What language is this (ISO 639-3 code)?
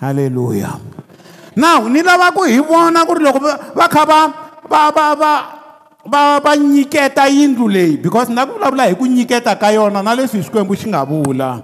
tso